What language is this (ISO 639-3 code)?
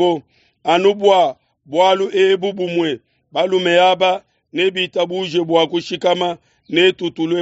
lua